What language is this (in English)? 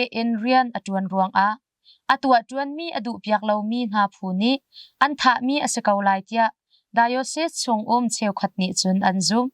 Hakha Chin